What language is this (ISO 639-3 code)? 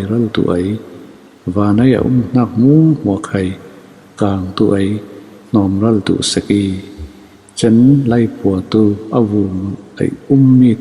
cfm